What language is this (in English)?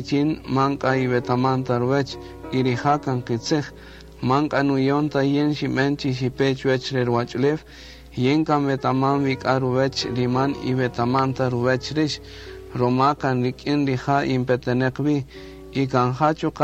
Kaqchikel